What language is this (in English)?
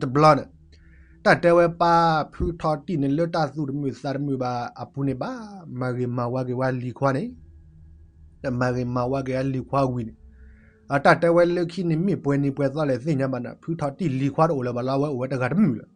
S'gaw Karen